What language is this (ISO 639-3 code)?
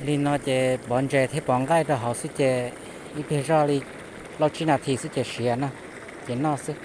hmn